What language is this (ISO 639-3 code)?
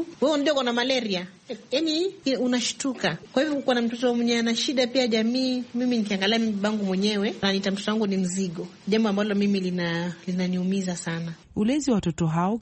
swa